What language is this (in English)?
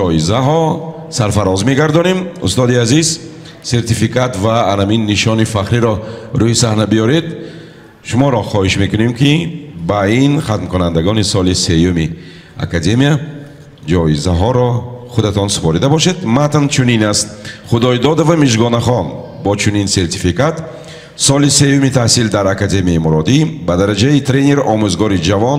Persian